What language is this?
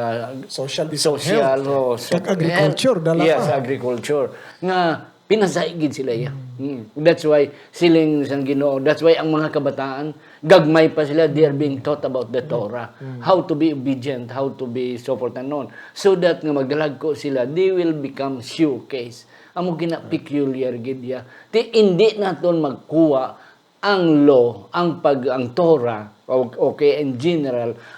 Hiligaynon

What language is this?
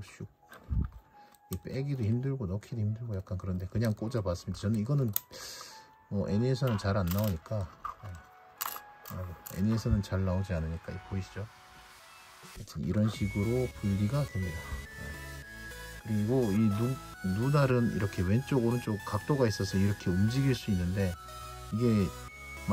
Korean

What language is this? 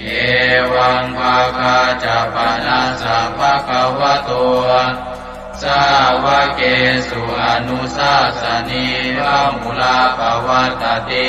Pali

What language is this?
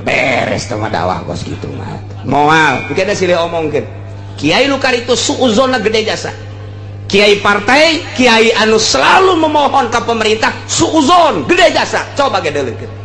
Sundanese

